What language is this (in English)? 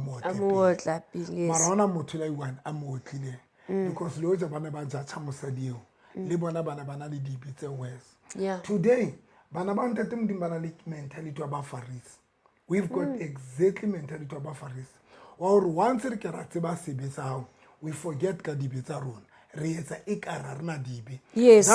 Southern Sotho